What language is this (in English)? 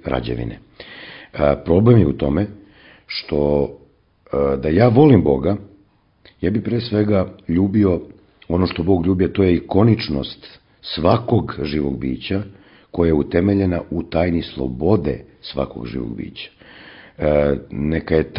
Serbian